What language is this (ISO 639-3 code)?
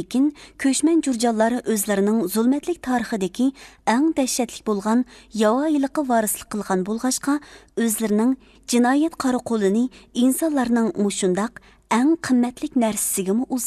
uig